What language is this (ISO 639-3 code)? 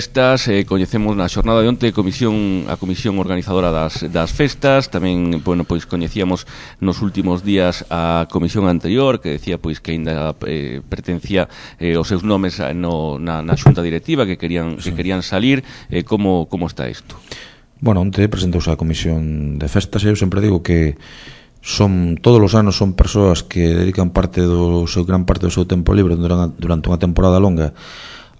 glg